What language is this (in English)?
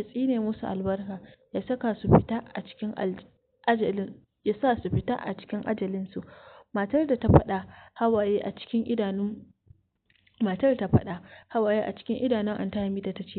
Hausa